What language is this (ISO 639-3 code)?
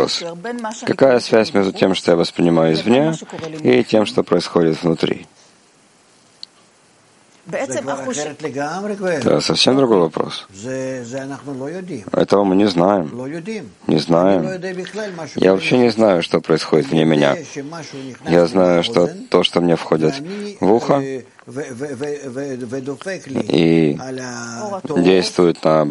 rus